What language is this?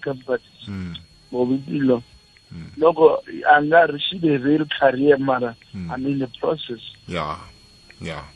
South Ndebele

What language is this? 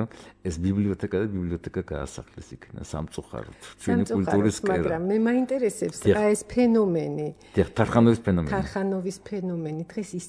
Georgian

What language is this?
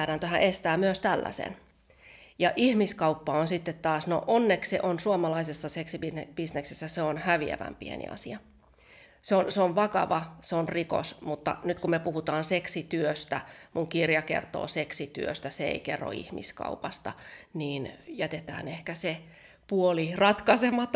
Finnish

